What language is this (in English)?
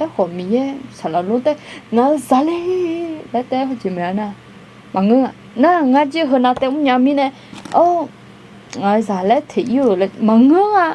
Akha